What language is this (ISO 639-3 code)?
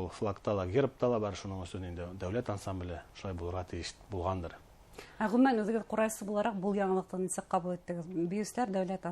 bak